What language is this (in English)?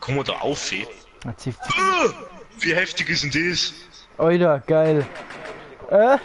Bavarian